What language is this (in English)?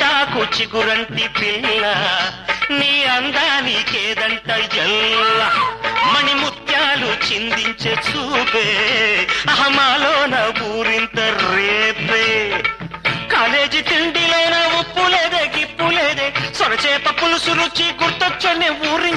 Telugu